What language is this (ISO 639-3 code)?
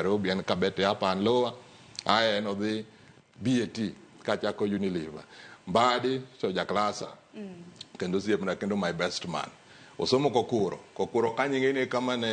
luo